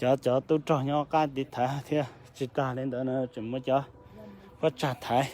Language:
Hmong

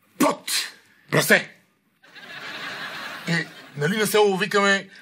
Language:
Bulgarian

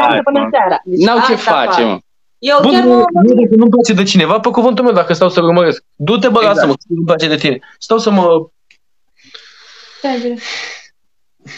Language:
Romanian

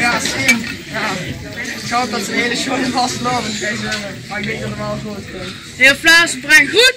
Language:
Limburgish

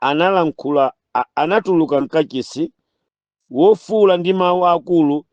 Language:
Nyanja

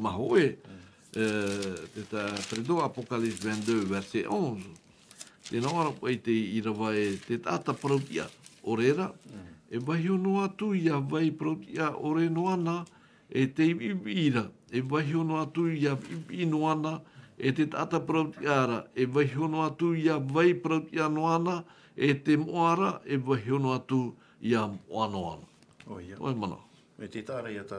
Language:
Tahitian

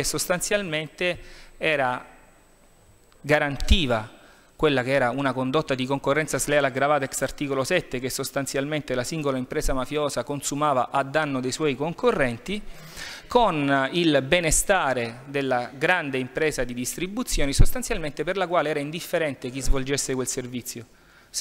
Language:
Italian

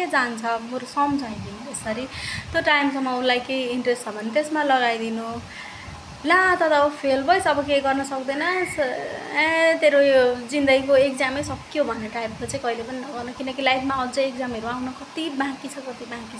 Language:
Nepali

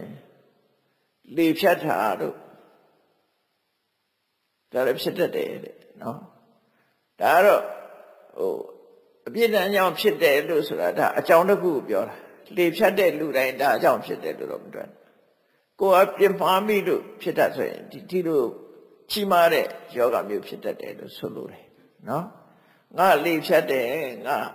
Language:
Burmese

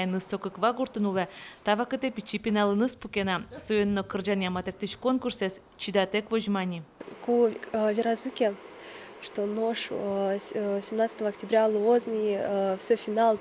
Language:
Udmurt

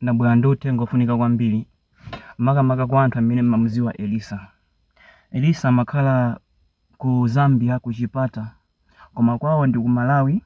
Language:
Nyanja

